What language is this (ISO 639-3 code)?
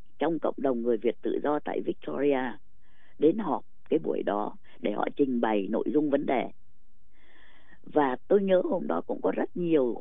vie